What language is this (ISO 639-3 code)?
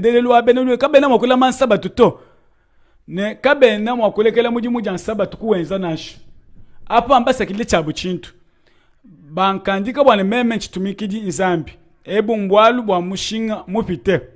lua